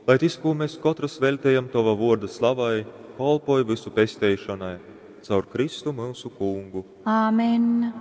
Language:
Latgalian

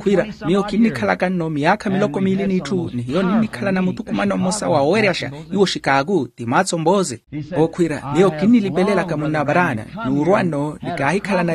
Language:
Makhuwa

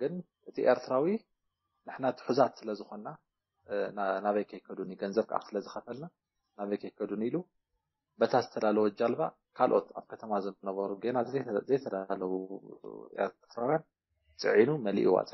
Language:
Tigrinya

